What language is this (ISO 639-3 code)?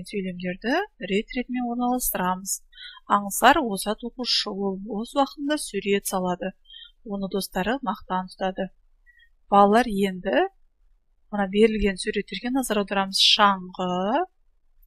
kaz